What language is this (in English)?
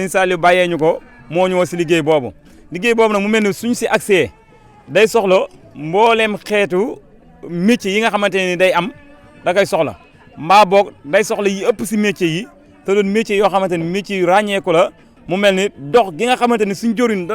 Wolof